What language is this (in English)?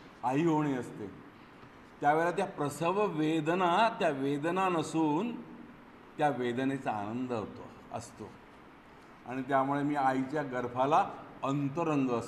Marathi